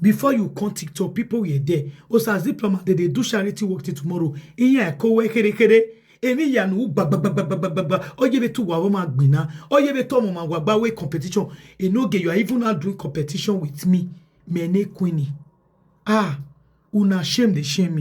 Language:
Nigerian Pidgin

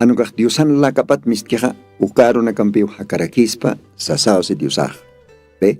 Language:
Aymara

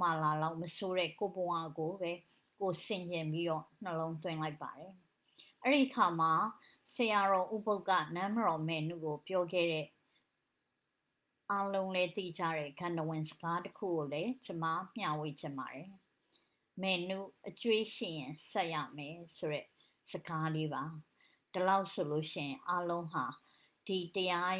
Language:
Burmese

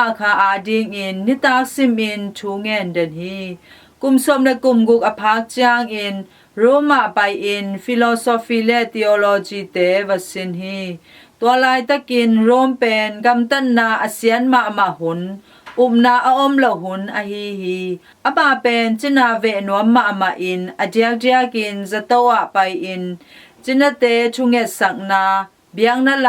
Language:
Tedim Chin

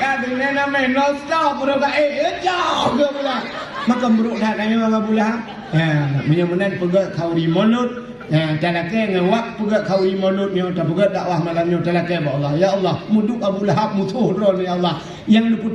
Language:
Achinese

